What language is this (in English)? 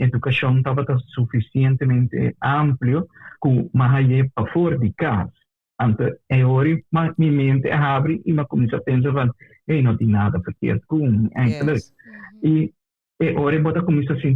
Papiamento